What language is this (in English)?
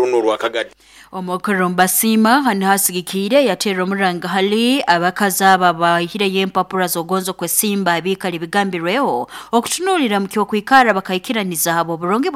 Nyoro